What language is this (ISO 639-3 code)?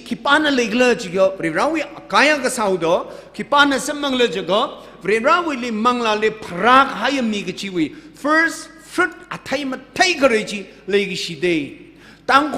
nmf